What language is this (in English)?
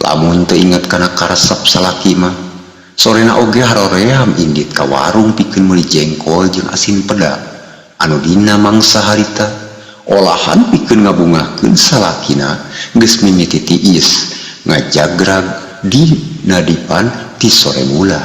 Sundanese